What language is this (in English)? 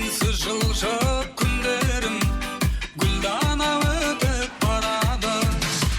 Kara-Kalpak